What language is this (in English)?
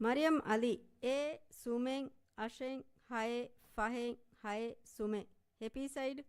Divehi